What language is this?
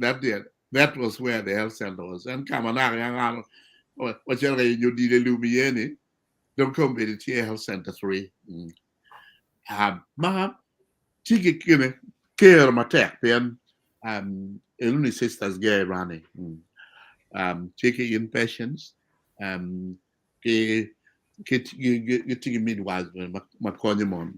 Acoli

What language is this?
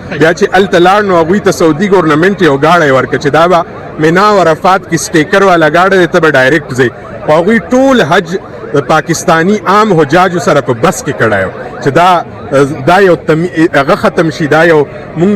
Pashto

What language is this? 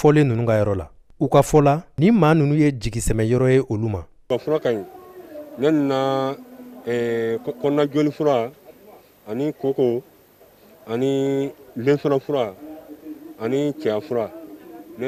Bambara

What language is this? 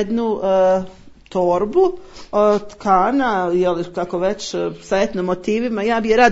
Croatian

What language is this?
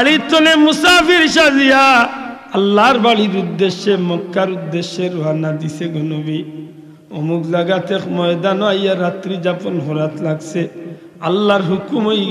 Sylheti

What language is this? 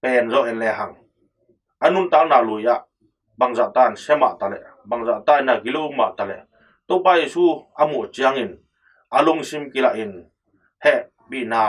Tedim Chin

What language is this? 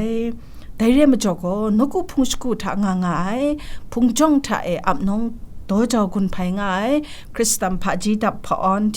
Kachin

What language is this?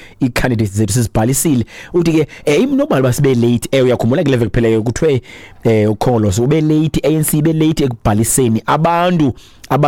Xhosa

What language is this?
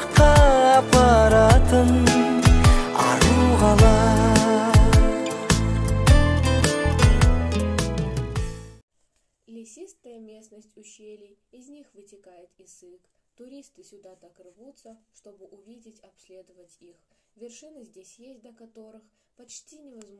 Kazakh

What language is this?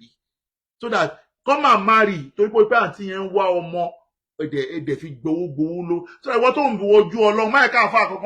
Yoruba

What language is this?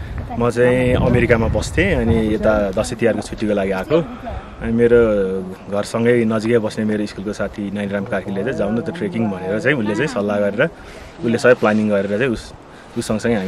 Nepali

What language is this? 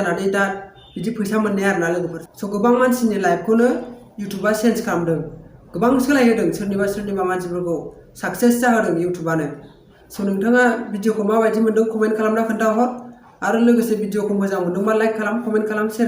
Bodo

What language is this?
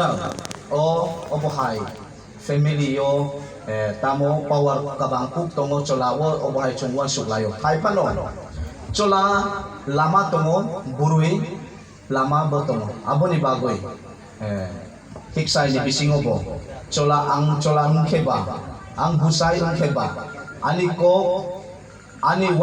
Kok Borok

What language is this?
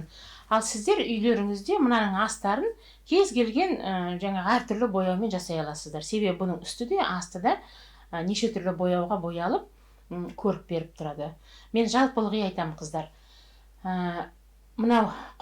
Kazakh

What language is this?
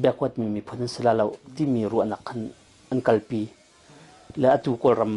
Hakha Chin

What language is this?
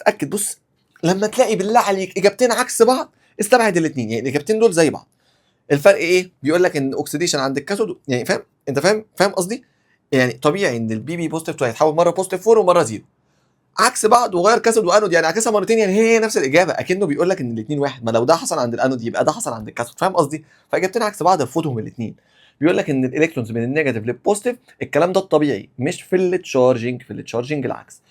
Egyptian Arabic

